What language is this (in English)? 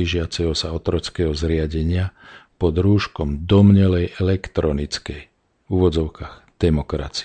Slovak